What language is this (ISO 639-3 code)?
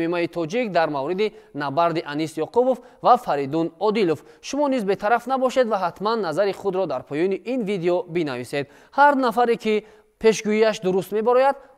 tgk